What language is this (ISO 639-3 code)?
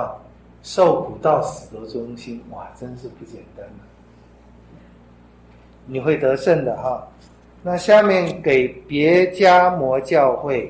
zho